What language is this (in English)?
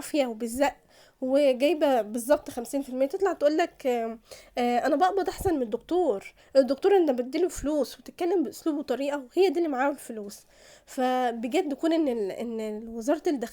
Egyptian Arabic